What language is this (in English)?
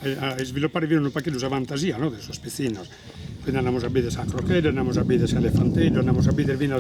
Sardinian